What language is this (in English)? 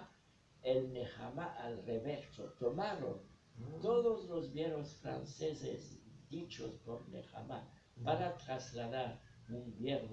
Ladino